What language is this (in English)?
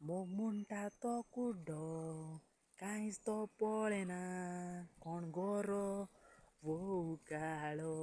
Konkani